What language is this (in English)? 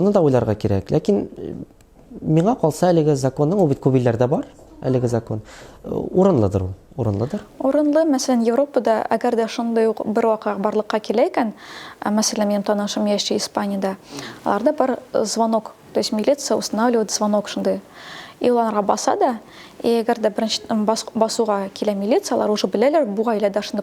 Tatar